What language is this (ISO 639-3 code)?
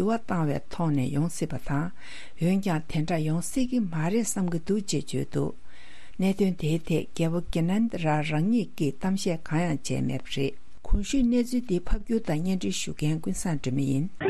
bod